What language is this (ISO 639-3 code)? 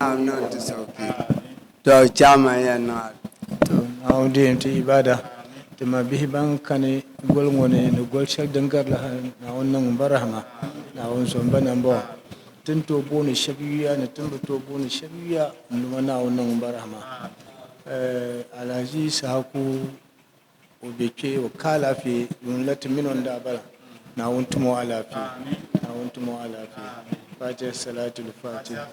dag